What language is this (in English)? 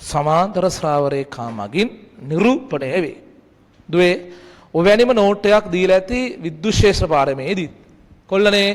Sinhala